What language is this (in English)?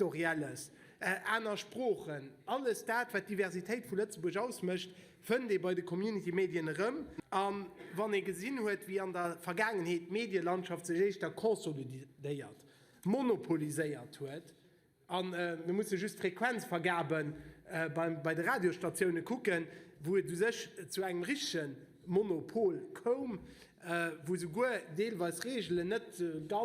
Luxembourgish